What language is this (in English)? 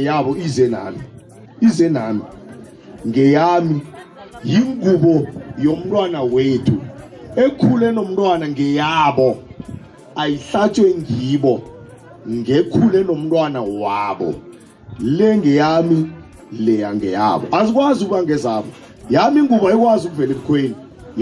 South Ndebele